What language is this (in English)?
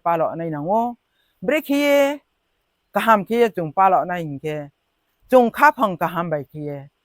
Riang (India)